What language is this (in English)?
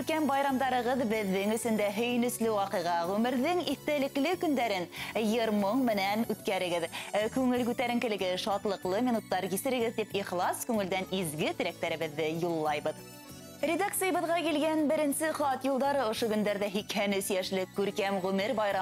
Bashkir